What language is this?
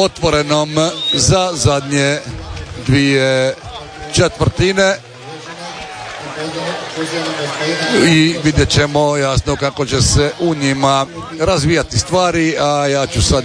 Croatian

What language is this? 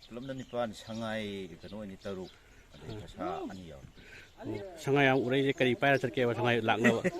Manipuri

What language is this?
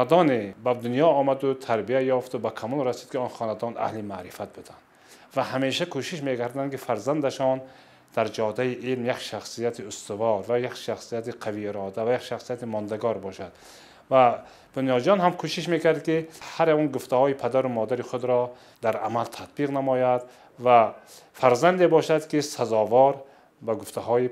Tajik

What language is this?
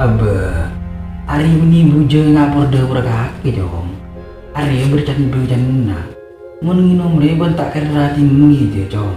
Madurese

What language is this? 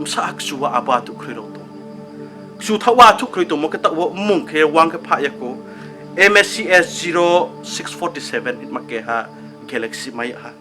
Riang (India)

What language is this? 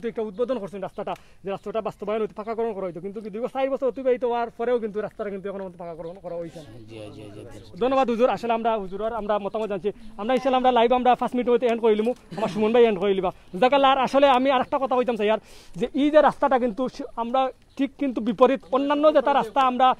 Sylheti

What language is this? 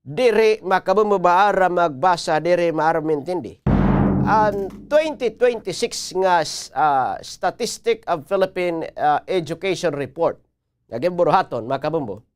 Waray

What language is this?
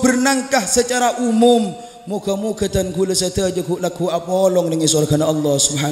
Madurese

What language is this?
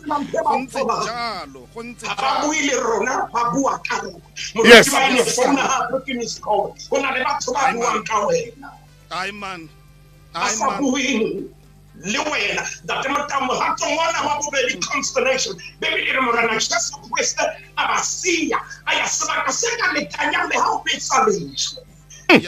Tswana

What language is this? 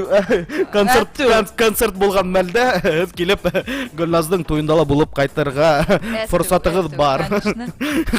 Bashkir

